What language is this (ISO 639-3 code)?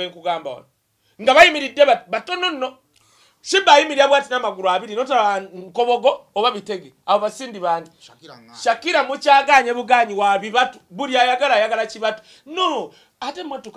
lug